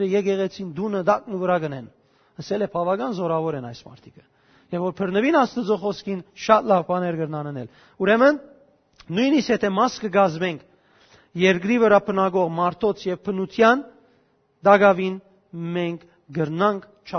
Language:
Western Armenian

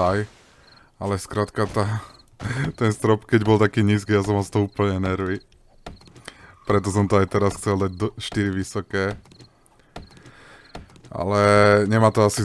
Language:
Slovak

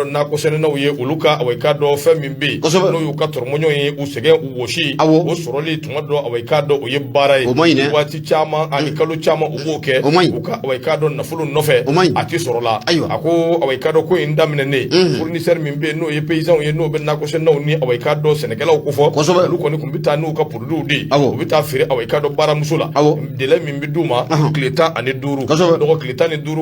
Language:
Bambara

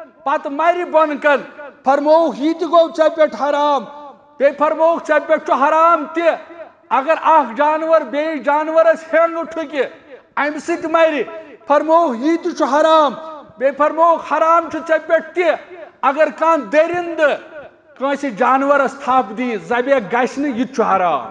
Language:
Kashmiri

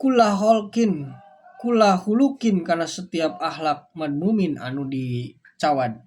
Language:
Sundanese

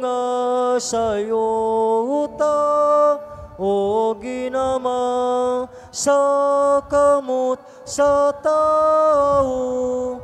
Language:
Cebuano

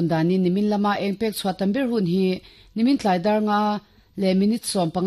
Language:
Mizo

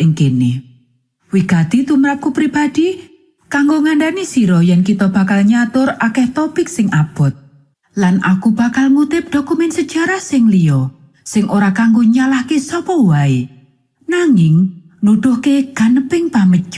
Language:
Javanese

